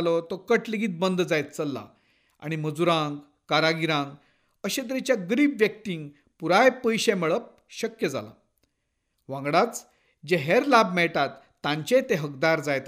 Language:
Konkani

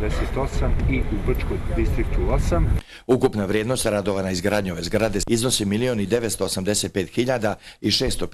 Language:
Bosnian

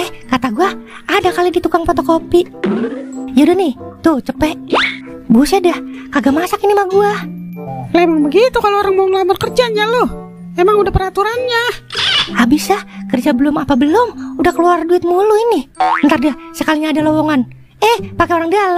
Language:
Betawi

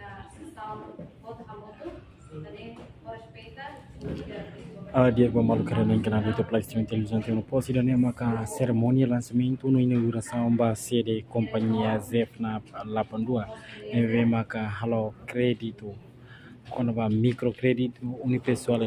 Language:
Tetum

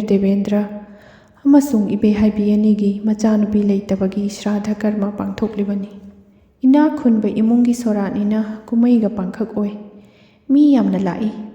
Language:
Manipuri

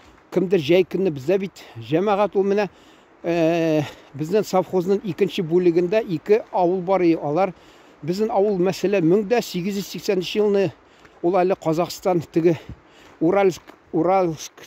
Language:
Tatar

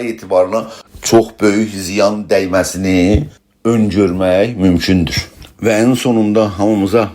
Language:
South Azerbaijani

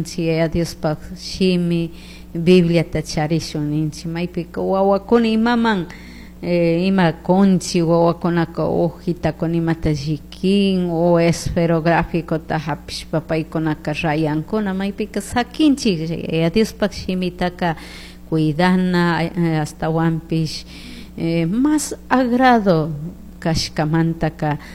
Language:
Chimborazo Highland Quichua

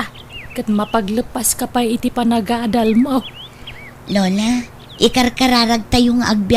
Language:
Iloko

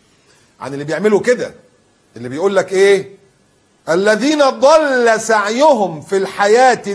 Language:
Egyptian Arabic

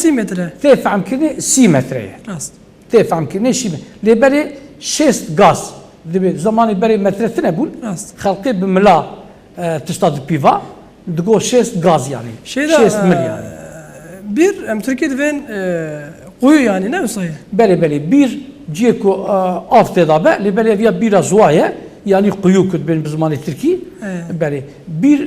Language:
Kurdish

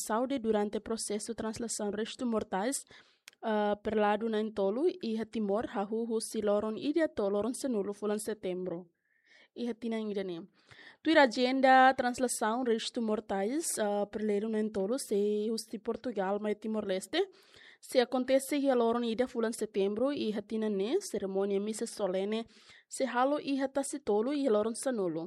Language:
Tetum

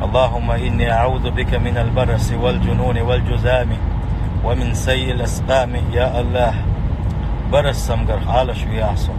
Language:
Chechen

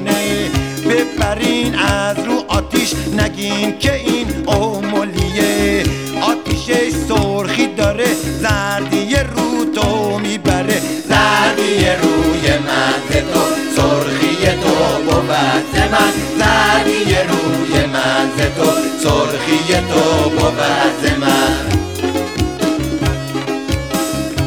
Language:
Persian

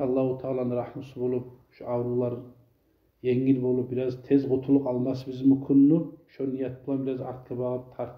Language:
Kumyk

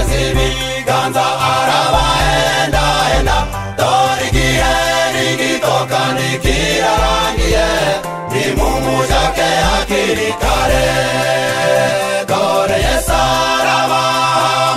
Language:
Kinyarwanda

